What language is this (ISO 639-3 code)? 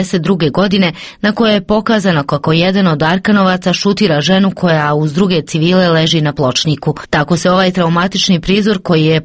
hrv